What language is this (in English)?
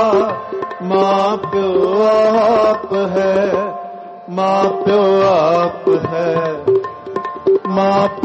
Punjabi